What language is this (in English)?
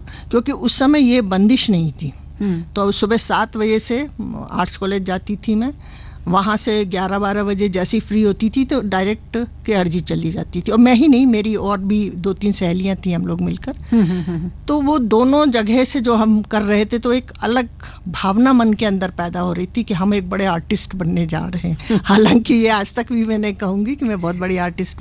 Hindi